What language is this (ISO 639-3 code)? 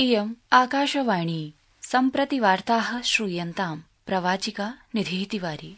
san